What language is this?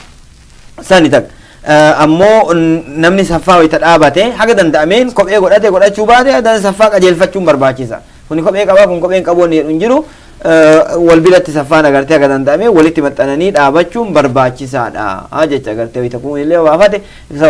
Oromo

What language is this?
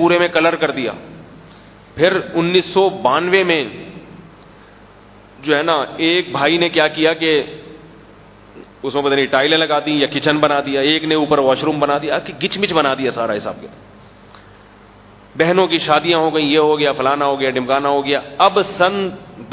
Urdu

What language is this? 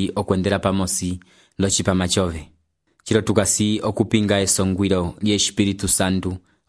Umbundu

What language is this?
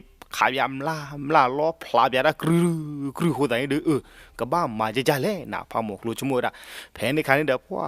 S'gaw Karen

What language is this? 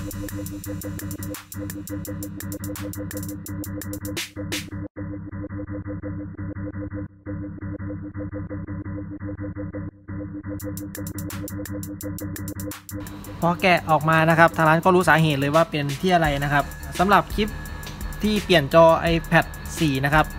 Thai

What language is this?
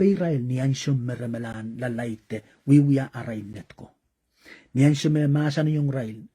Pohnpeian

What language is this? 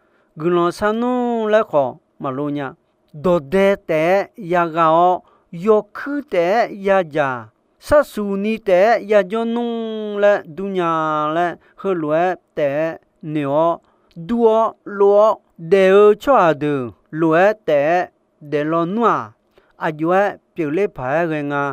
Akha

